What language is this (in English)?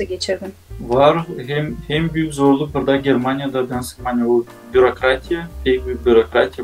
Gagauz